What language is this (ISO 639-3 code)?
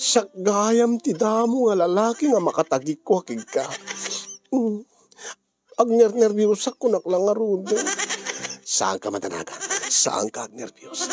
ilo